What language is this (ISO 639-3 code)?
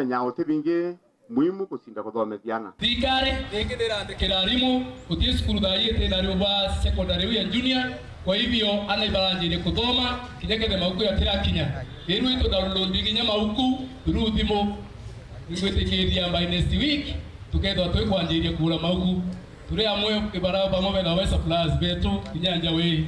mer